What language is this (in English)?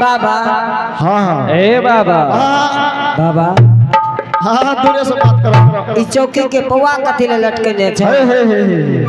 Angika